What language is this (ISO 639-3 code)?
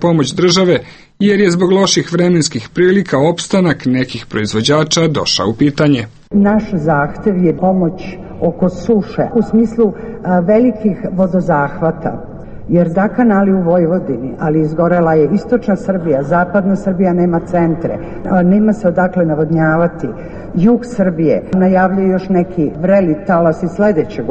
srp